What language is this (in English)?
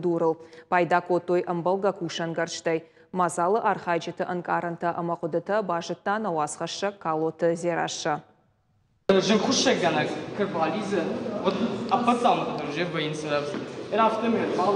Ossetic